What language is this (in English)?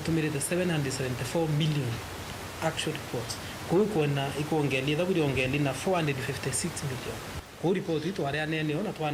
Meru